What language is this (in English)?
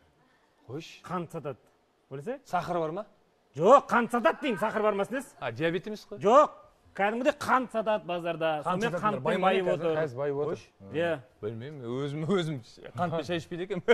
Kazakh